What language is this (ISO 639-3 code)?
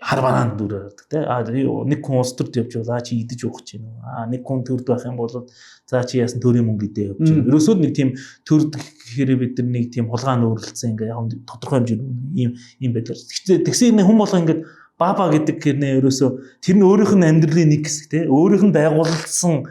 mon